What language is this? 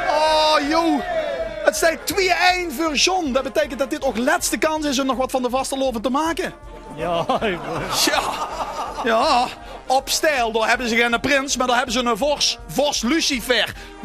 Limburgish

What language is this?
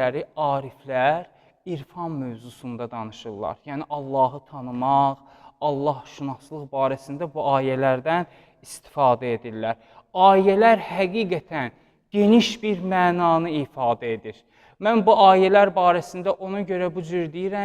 Azerbaijani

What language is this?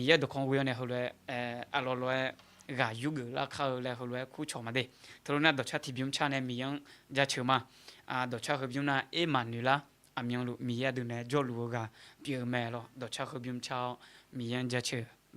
Akha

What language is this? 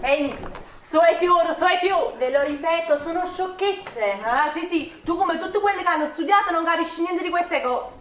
Neapolitan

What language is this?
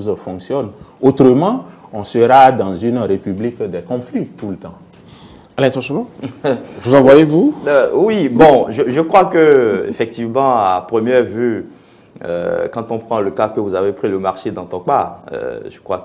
French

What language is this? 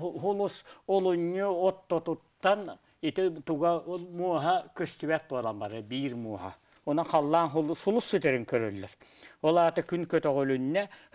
Yakut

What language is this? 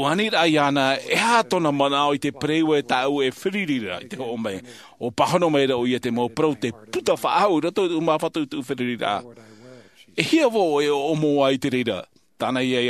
Tahitian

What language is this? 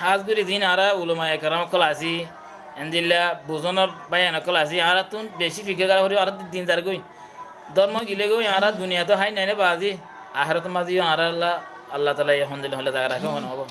Rohingya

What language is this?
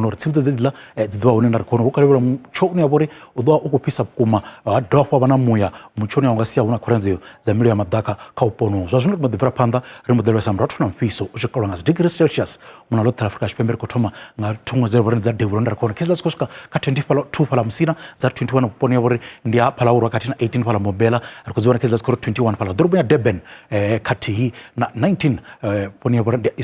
Venda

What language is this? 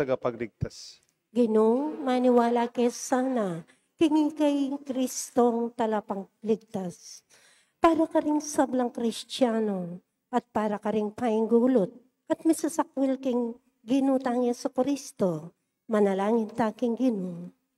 Pampanga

